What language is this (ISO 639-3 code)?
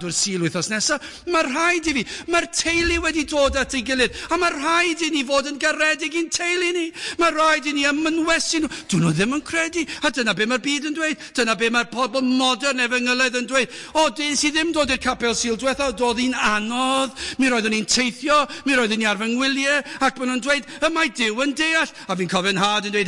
cym